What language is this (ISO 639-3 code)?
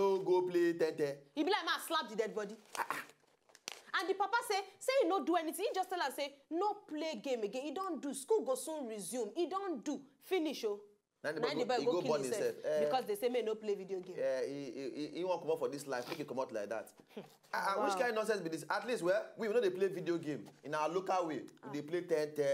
pcm